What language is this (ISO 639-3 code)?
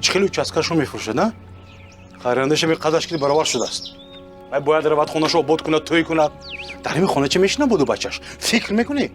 tgk